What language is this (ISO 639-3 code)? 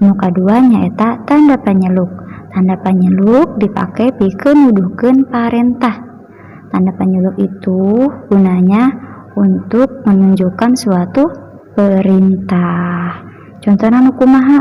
sun